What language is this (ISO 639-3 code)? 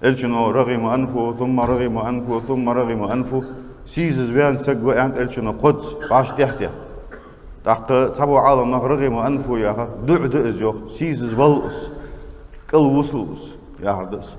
inh